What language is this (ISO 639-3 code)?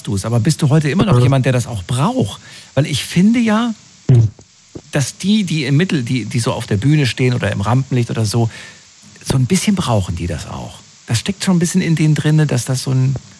deu